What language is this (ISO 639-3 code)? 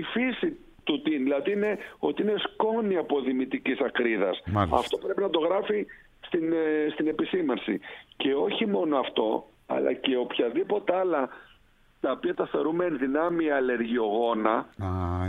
ell